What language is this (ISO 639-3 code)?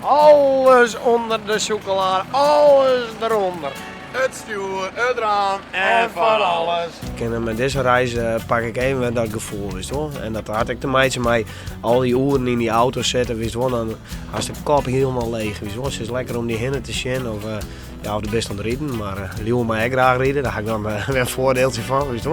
fry